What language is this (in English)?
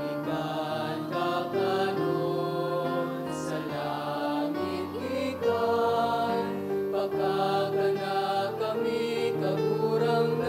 Bikol